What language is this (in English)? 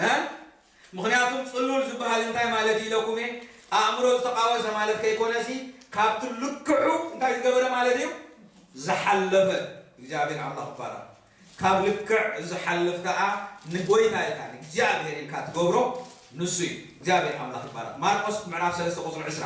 Tigrinya